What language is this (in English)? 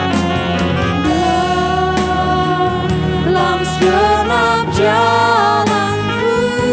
Indonesian